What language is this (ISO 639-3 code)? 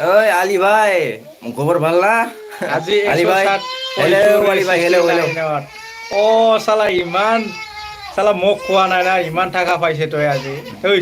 brx